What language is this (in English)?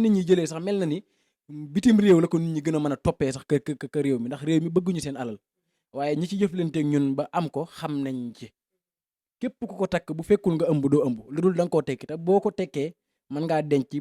Wolof